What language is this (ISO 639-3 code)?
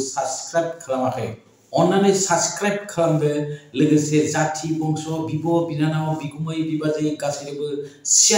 brx